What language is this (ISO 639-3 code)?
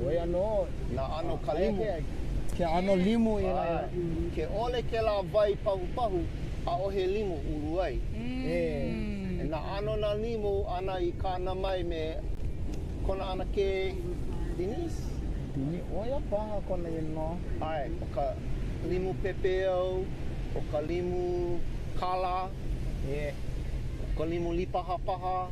haw